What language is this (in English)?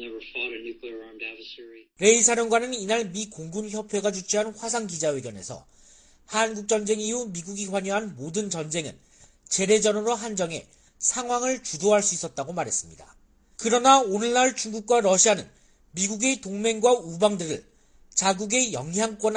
Korean